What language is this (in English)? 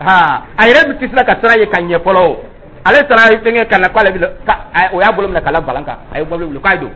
Dyula